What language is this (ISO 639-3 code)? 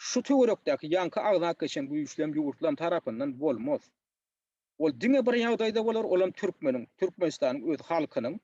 tuk